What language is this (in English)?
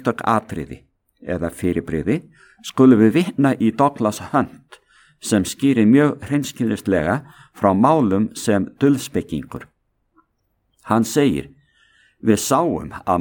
Icelandic